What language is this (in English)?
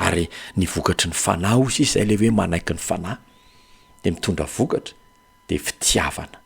Malagasy